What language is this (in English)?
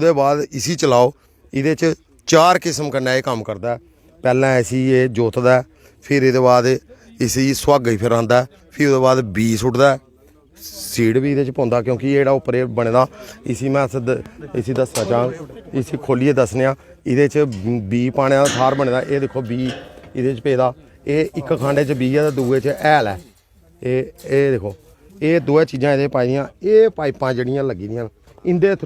Dogri